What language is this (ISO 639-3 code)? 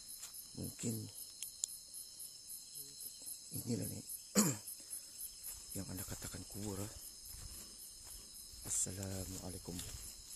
msa